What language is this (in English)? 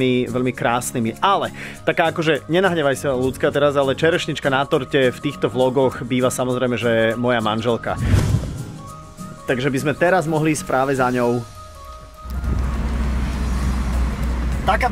Slovak